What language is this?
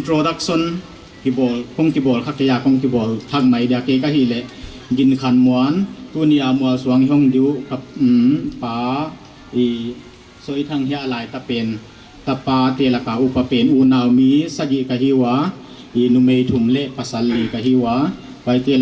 Paite Chin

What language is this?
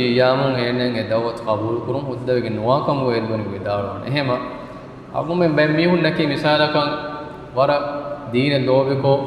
Divehi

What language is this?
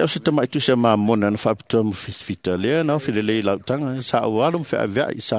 Samoan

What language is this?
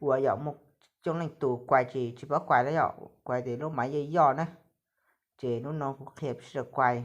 Hmong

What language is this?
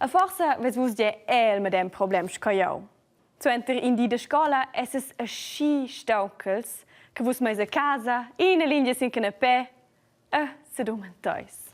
Romansh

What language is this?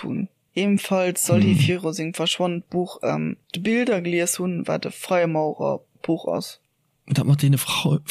Luxembourgish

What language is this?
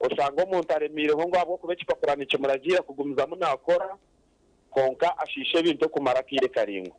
Nyankole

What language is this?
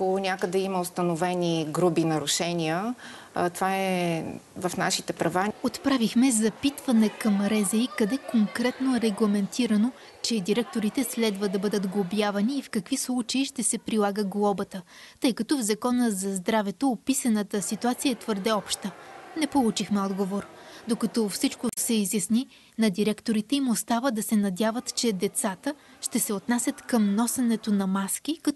Bulgarian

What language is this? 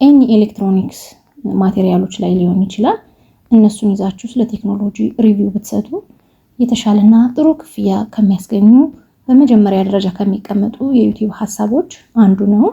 Amharic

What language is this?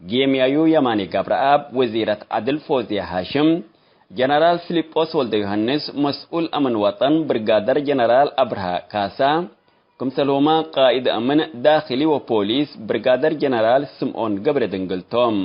Tigre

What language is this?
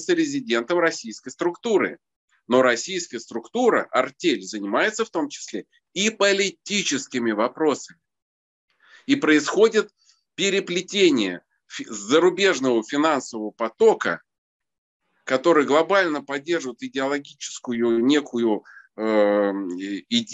Russian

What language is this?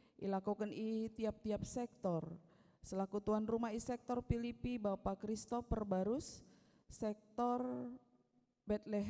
Batak Karo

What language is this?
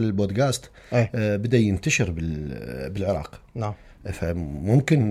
Mesopotamian Arabic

